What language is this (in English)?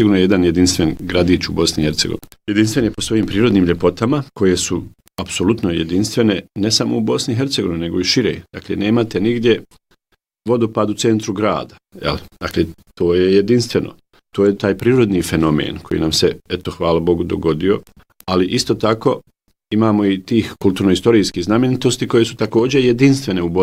Bosnian